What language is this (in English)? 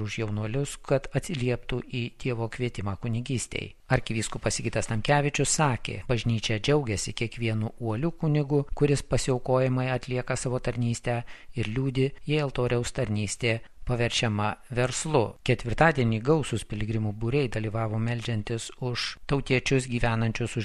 Lithuanian